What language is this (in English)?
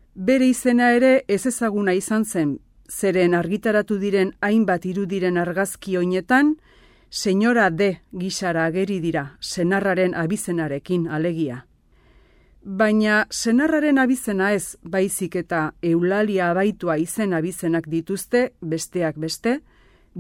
Basque